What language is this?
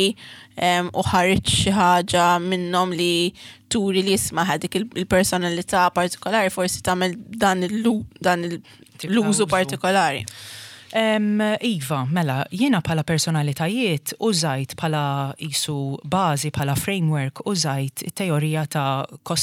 Maltese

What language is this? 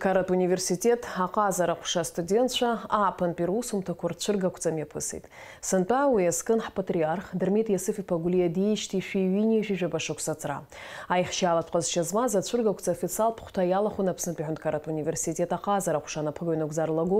Abkhazian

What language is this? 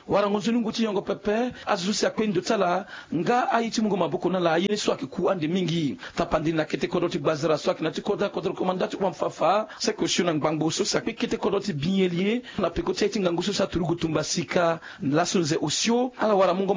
Sango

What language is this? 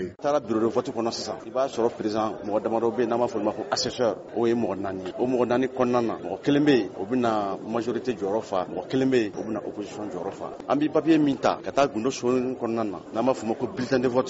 Bambara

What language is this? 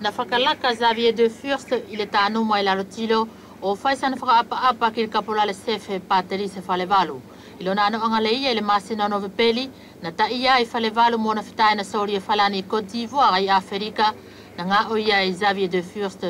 East Futuna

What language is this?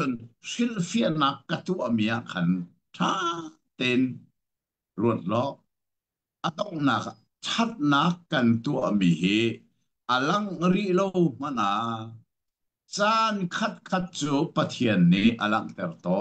Hakha Chin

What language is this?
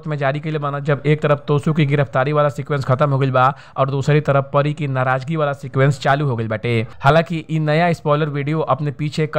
Bhojpuri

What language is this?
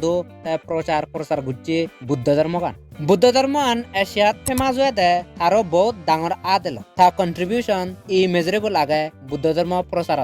Chakma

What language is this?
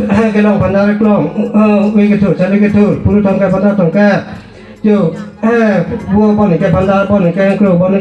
Karbi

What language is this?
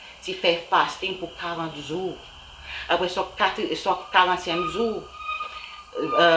Seselwa Creole French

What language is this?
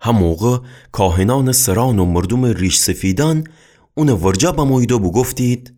Gilaki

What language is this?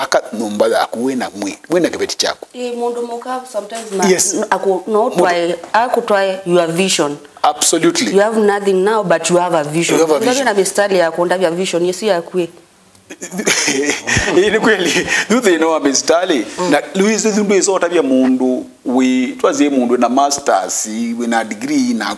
Kamba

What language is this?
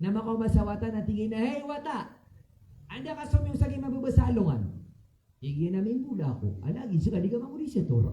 Maranao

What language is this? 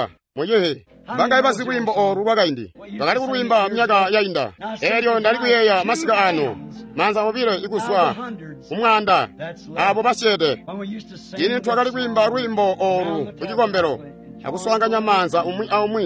Tonga (Zambia)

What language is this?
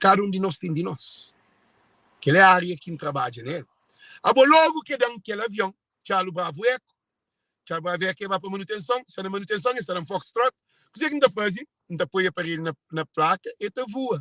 Kabuverdianu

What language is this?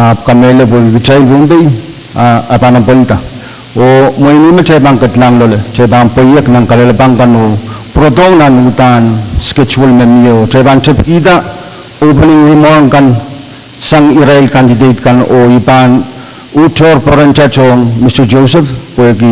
Pohnpeian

